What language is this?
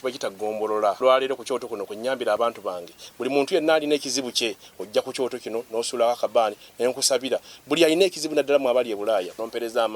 Ganda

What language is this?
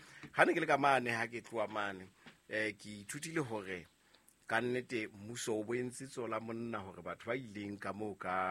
Southern Sotho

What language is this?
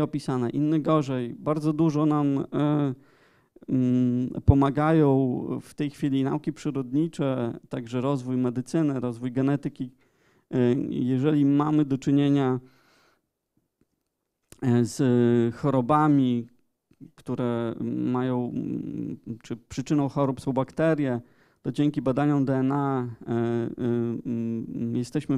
Polish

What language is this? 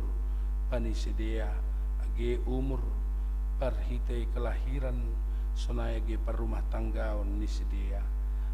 Batak Simalungun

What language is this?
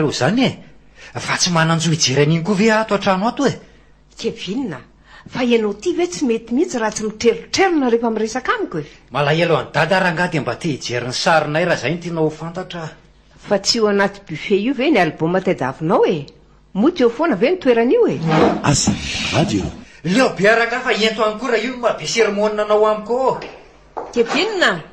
Malagasy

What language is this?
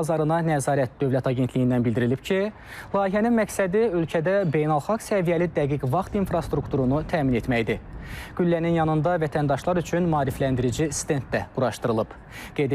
Azerbaijani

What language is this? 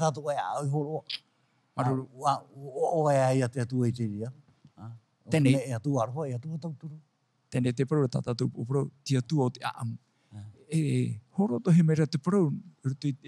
Tahitian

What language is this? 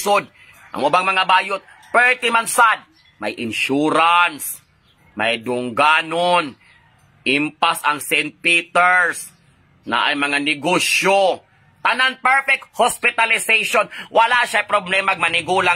Cebuano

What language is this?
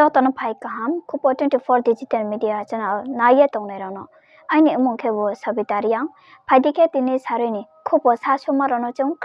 Riang (India)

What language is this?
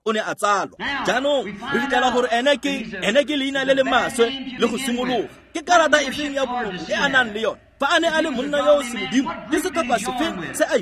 Tswana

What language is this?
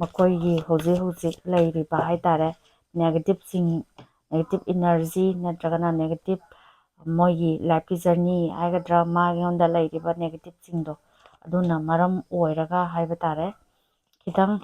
Manipuri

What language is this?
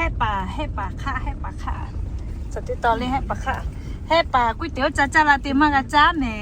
Lahu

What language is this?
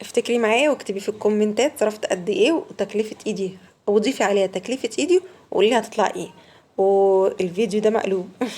Egyptian Arabic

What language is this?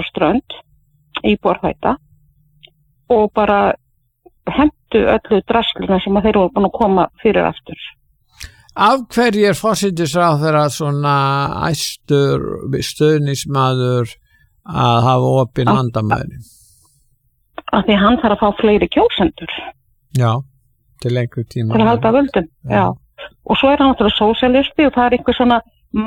Icelandic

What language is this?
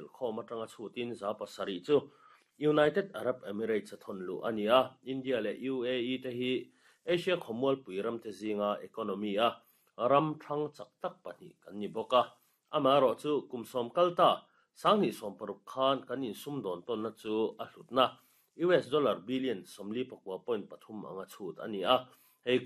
Mizo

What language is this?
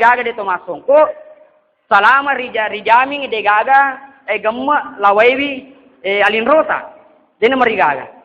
Buginese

